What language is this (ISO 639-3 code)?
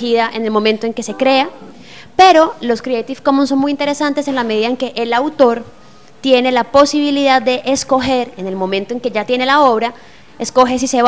spa